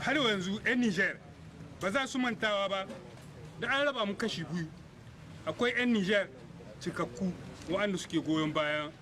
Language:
Hausa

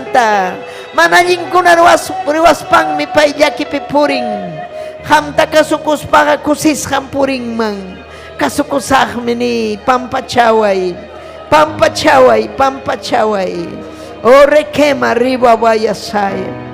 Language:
Ayacucho Quechua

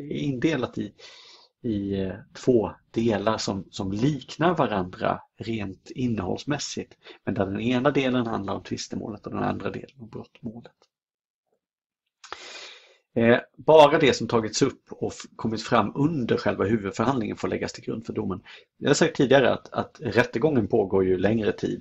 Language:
Swedish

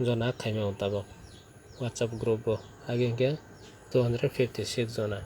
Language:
Kok Borok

